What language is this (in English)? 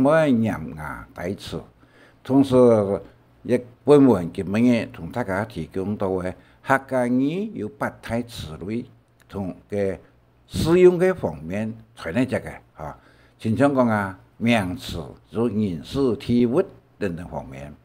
Hakka Chinese